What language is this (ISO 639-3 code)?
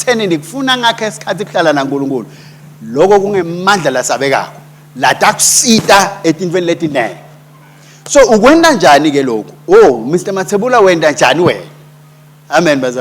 ssw